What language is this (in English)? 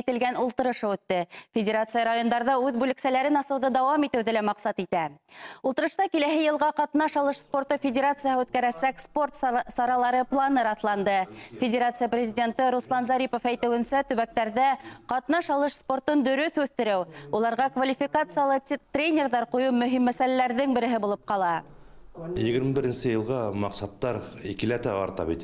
Bashkir